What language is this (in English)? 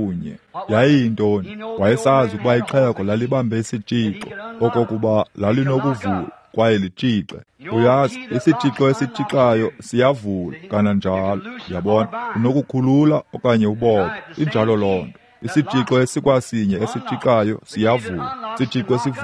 Xhosa